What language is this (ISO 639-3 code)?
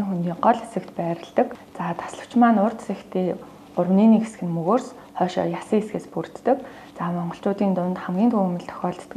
mon